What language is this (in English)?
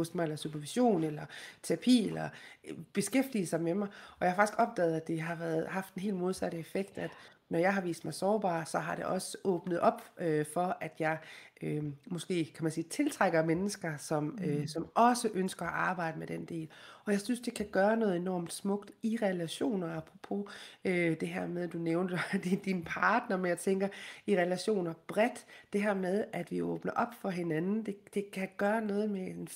Danish